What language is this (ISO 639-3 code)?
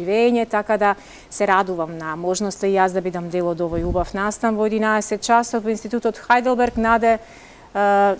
mkd